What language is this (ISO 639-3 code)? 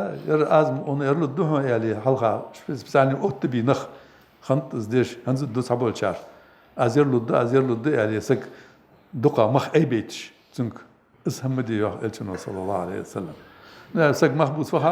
inh